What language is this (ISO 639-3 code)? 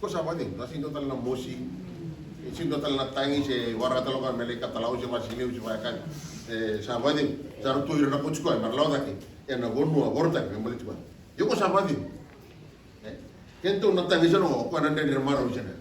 fij